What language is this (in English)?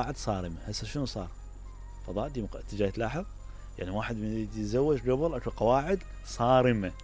Mesopotamian Arabic